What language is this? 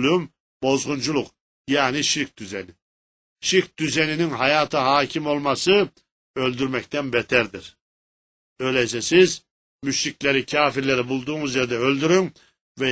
Turkish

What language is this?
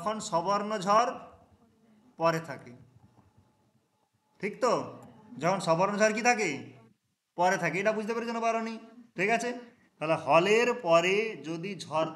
Bangla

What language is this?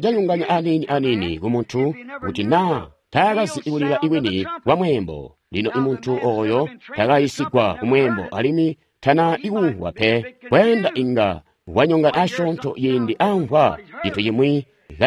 Tonga (Zambia)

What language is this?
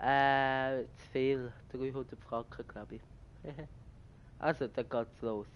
Swiss German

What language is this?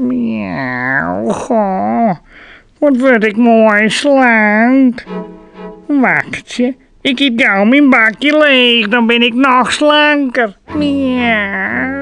Western Frisian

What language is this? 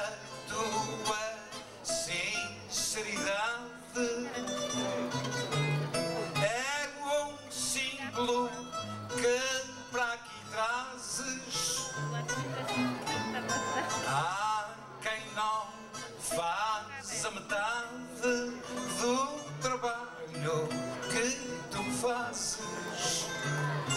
Portuguese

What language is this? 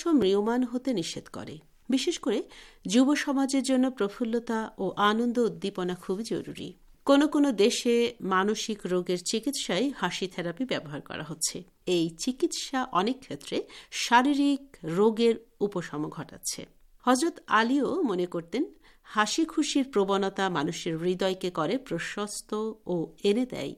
Bangla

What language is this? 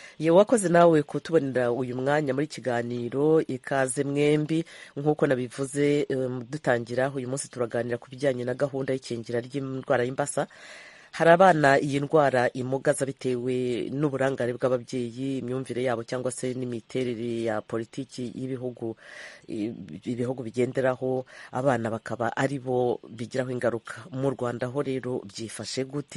Kinyarwanda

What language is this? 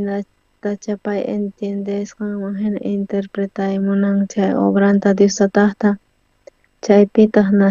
South Bolivian Quechua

